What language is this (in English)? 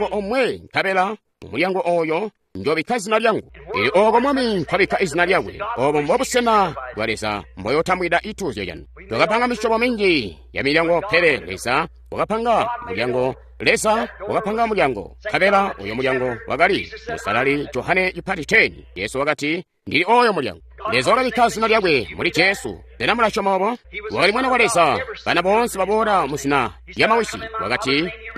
Tonga (Zambia)